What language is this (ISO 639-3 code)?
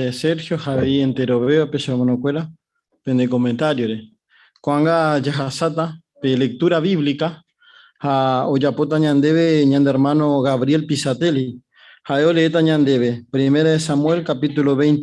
grn